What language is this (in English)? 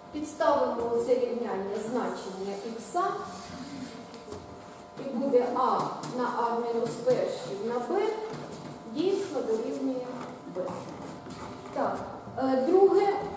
Ukrainian